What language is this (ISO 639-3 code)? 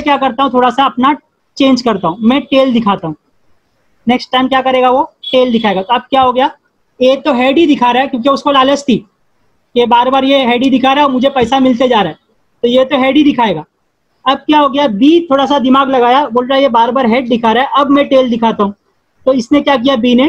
hin